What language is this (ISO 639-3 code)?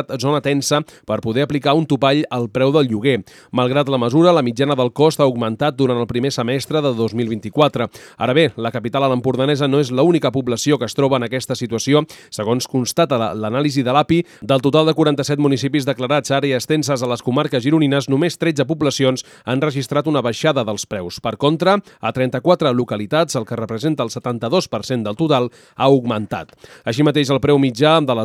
cat